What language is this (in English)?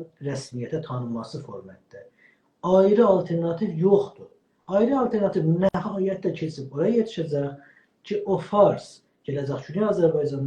South Azerbaijani